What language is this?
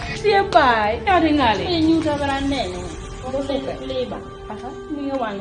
Kumam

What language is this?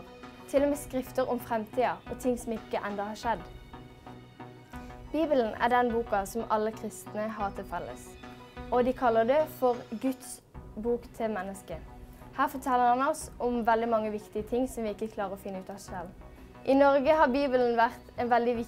Norwegian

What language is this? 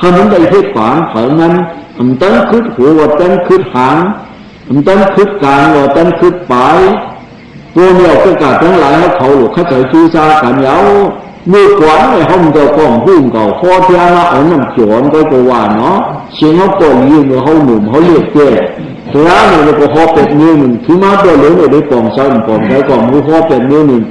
Shan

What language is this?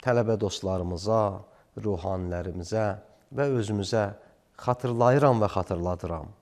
Azerbaijani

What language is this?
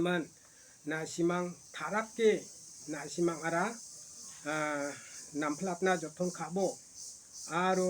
Garo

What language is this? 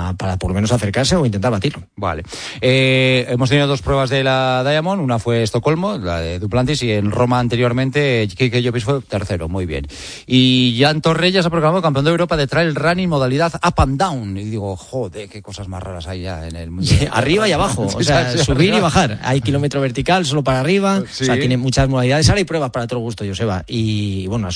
Spanish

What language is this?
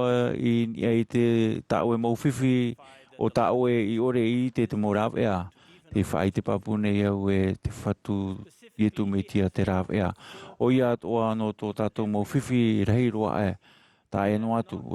Tahitian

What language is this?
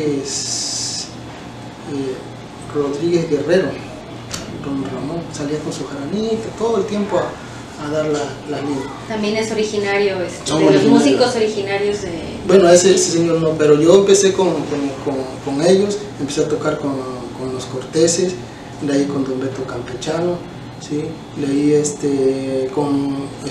Spanish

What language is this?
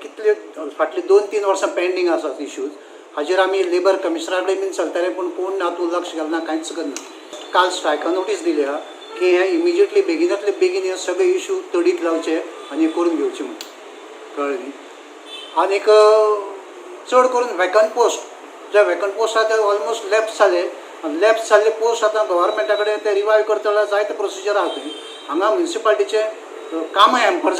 Konkani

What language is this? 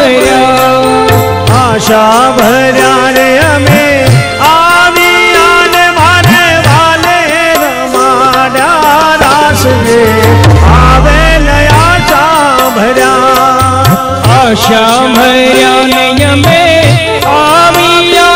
Gujarati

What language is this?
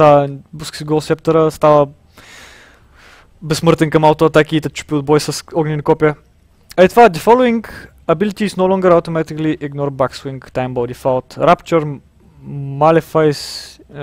Bulgarian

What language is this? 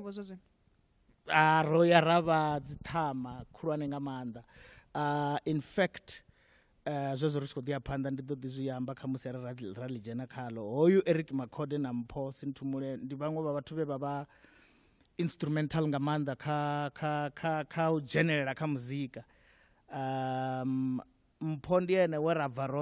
Venda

